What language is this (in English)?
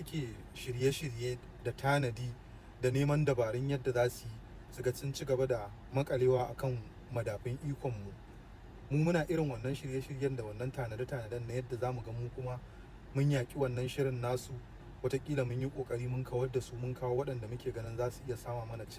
Hausa